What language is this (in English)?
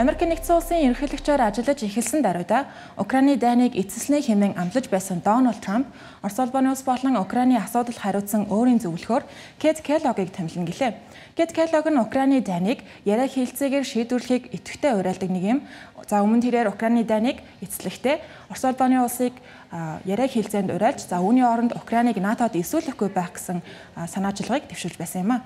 Mongolian